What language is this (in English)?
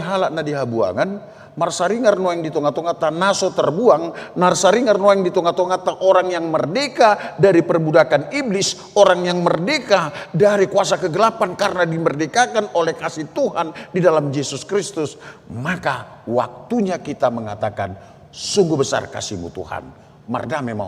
Batak Toba